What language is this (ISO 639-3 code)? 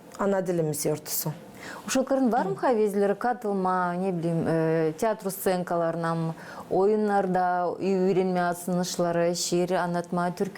gag